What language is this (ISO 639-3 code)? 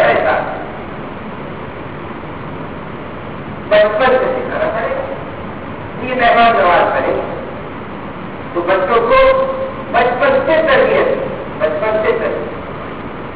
urd